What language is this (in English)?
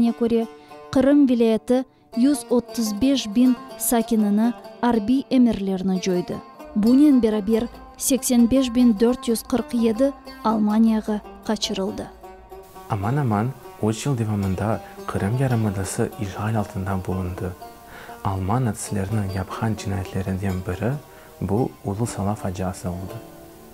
Crimean Tatar